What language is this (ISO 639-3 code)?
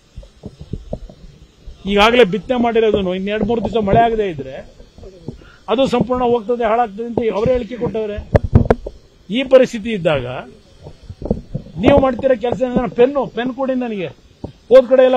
kan